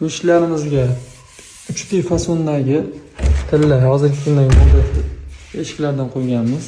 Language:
Uzbek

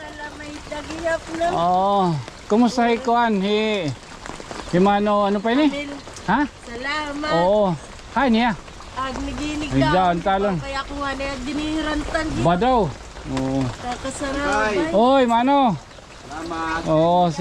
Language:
Waray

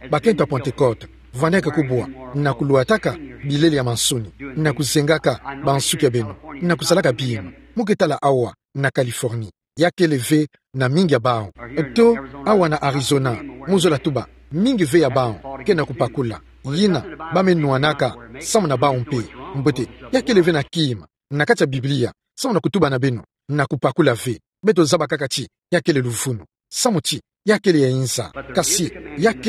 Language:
Kituba (Democratic Republic of Congo)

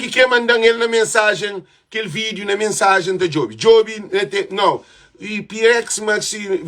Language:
Kabuverdianu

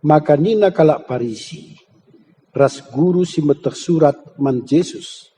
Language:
Batak Karo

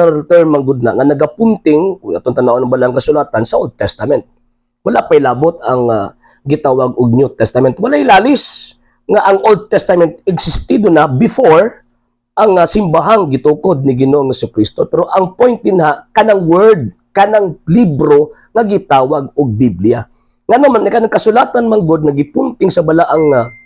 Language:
Cebuano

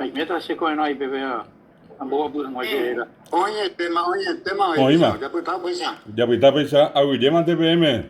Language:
Guarani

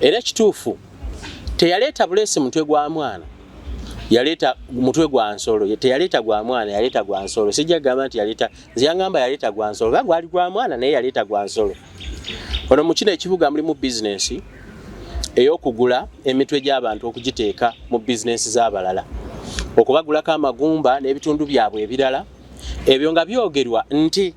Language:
Ganda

